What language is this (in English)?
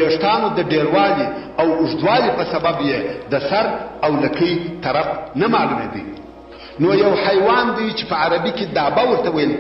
Pashto